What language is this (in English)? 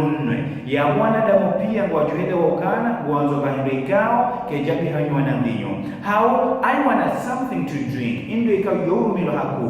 Ngazidja Comorian